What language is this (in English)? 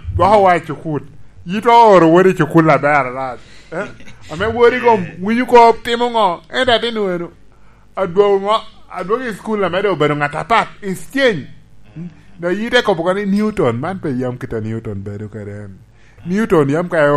Lango (Uganda)